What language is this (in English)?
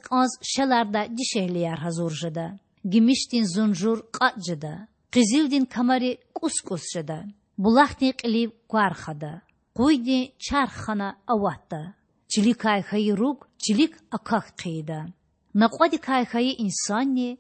Lezghian